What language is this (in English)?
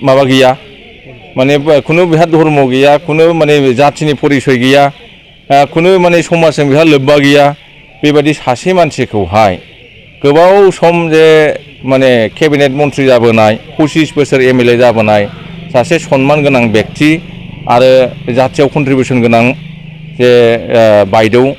Bodo